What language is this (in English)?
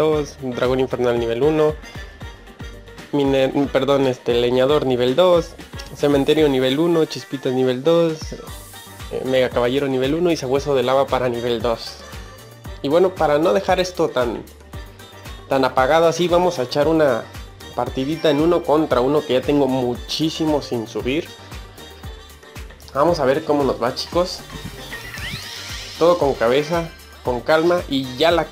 Spanish